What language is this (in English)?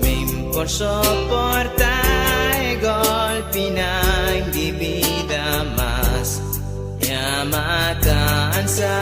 Papiamento